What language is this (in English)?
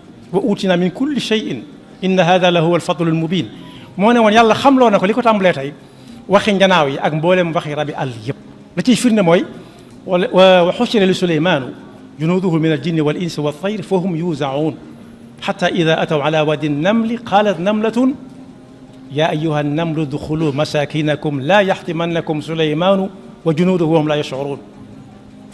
Wolof